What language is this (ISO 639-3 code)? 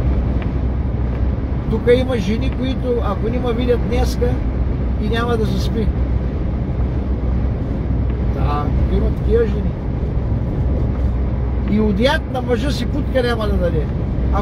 bul